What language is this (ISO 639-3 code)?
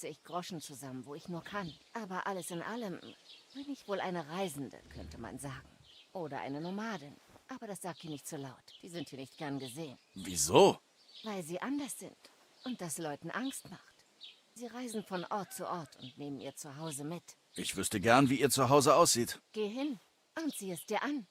bar